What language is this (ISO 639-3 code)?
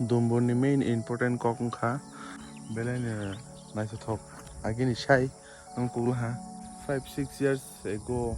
trp